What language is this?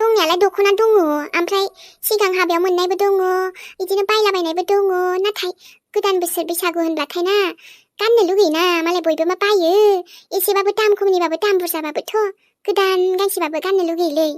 Bodo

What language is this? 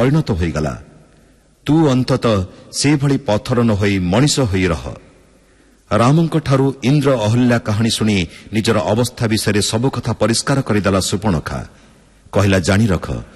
Odia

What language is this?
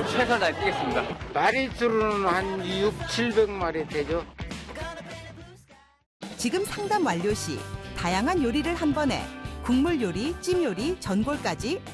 Korean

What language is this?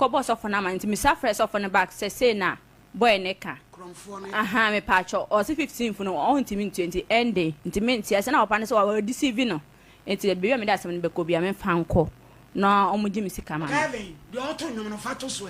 Akan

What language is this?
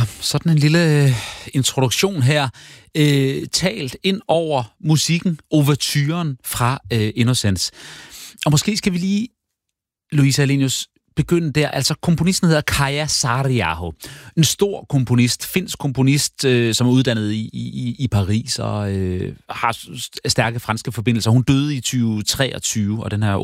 Danish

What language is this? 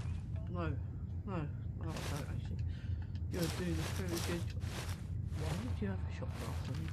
English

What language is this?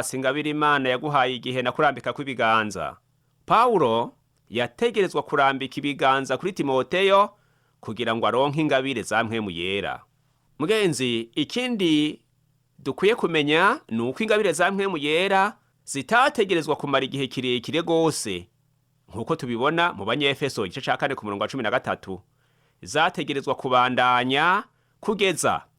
Rundi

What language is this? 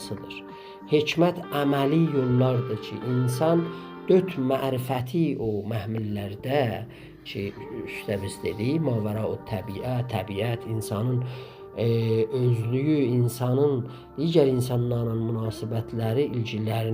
South Azerbaijani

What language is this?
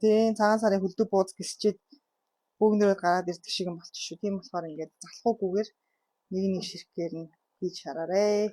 Mongolian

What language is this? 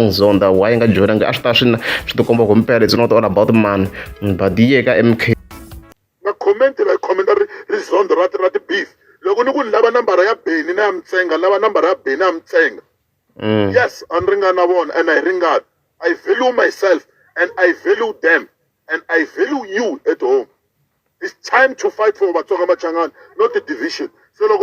Tsonga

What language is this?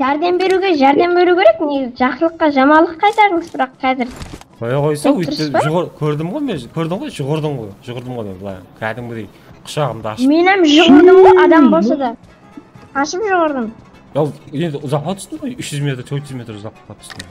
Kara-Kalpak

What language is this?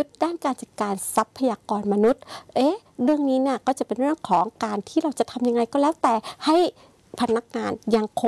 Thai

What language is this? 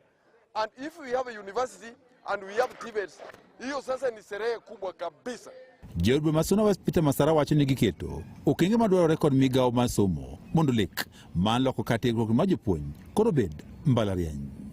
Luo (Kenya and Tanzania)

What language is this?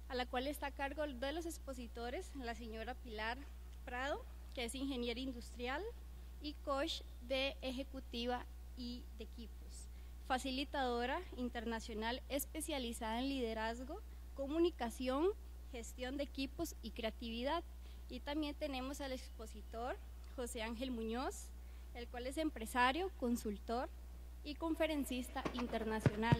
Spanish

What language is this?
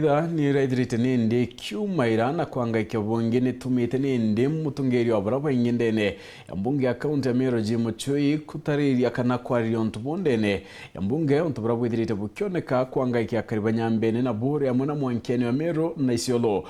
Meru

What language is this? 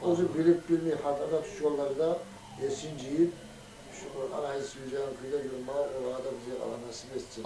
Kumyk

